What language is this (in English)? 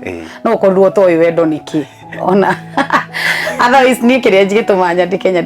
Kikuyu